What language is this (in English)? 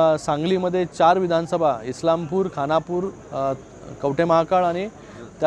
Marathi